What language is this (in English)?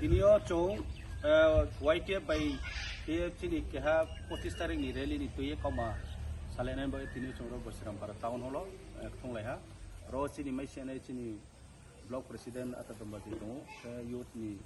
Kok Borok